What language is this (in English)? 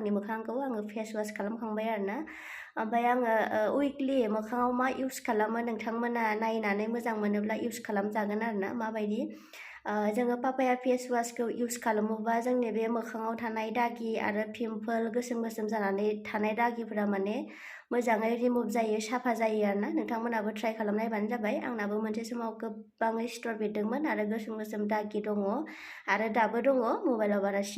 Bodo